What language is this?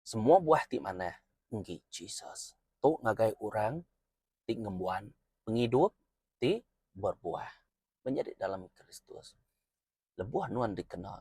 Iban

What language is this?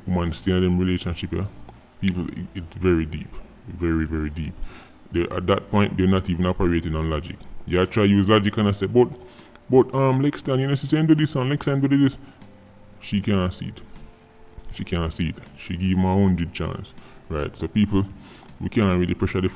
Jamaican Creole English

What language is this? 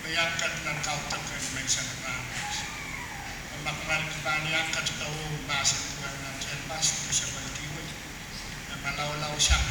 Pohnpeian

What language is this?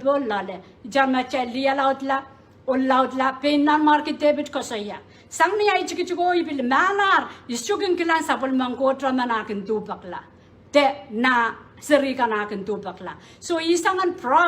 Pohnpeian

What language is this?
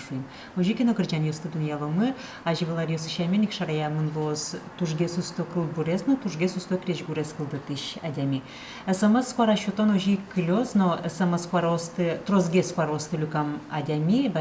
Udmurt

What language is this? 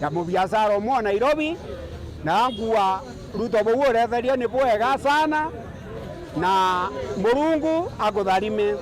Meru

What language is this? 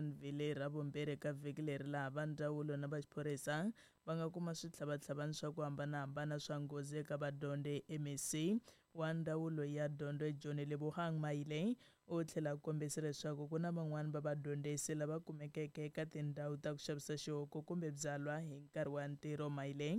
Tsonga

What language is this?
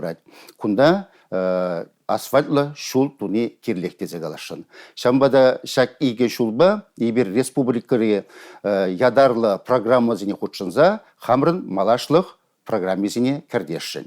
Chuvash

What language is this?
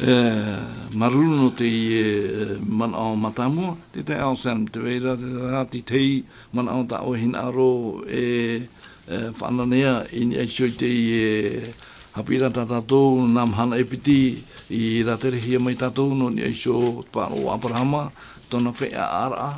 Tahitian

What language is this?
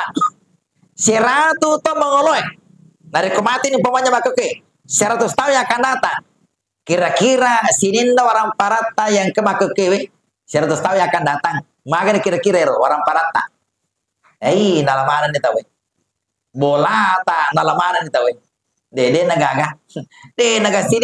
Buginese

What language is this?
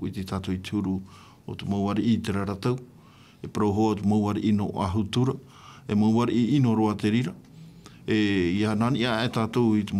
Tahitian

